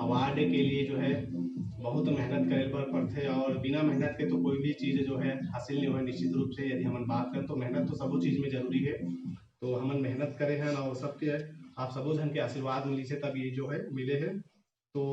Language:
Chhattisgarhi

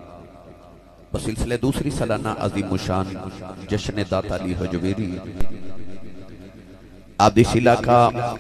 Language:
Urdu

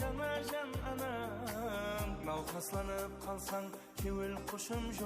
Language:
Kara-Kalpak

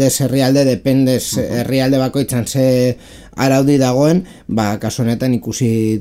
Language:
Basque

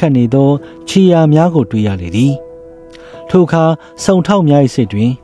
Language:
Burmese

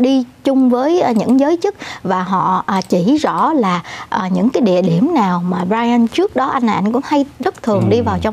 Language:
Vietnamese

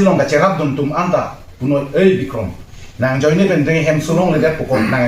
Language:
Karbi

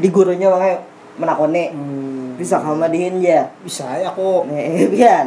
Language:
Banjar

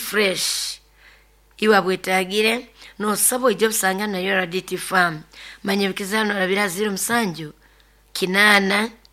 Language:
Nyoro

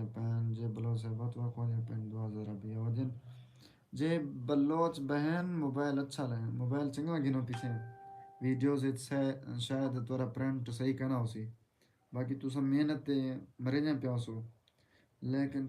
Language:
Saraiki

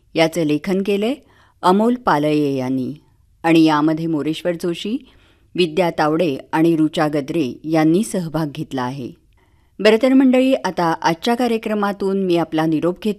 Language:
Marathi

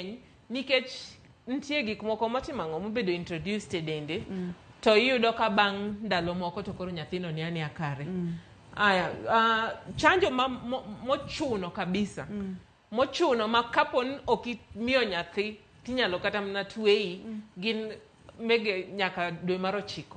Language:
Luo (Kenya and Tanzania)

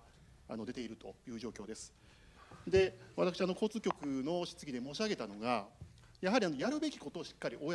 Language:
Japanese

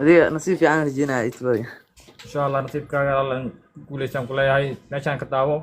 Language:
Somali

